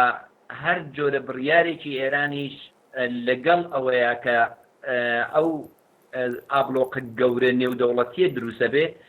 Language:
Central Kurdish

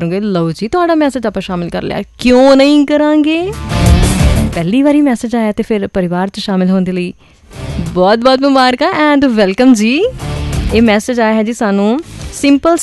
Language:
Punjabi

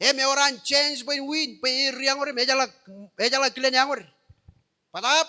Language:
Marshallese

